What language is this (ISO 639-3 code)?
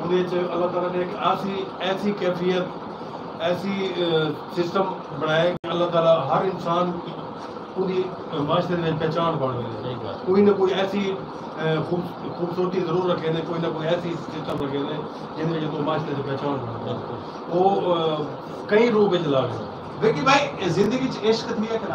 skr